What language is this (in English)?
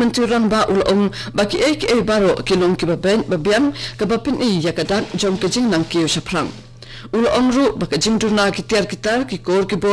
Khasi